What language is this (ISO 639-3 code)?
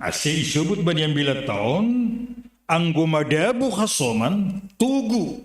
bts